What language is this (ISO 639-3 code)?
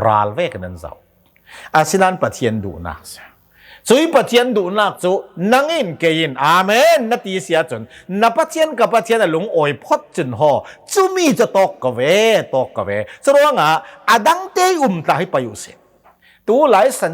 cnh